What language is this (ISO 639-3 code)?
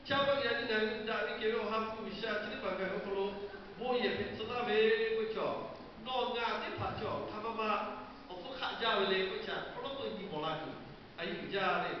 lhu